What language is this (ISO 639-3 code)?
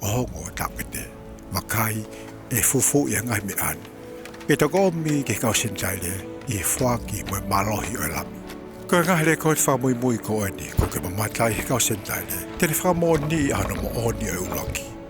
ton